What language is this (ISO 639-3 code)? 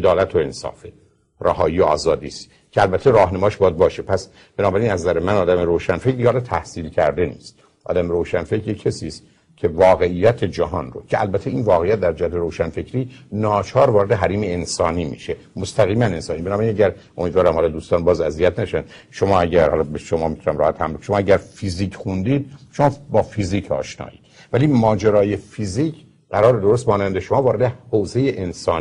fas